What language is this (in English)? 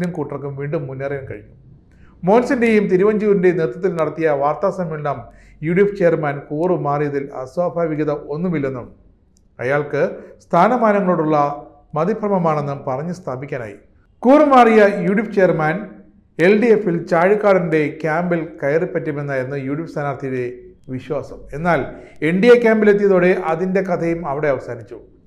Malayalam